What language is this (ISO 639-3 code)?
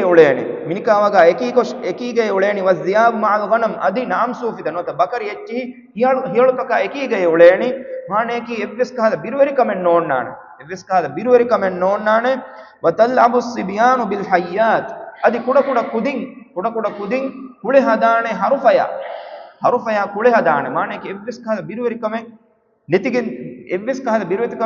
div